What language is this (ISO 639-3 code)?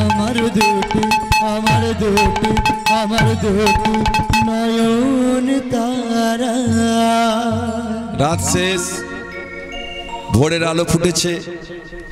ben